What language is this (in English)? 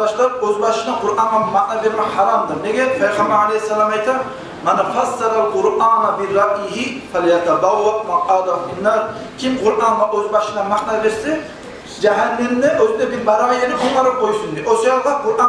Kumyk